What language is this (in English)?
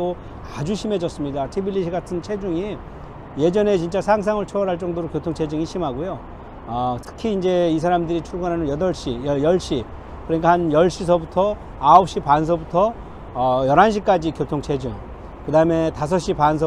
Korean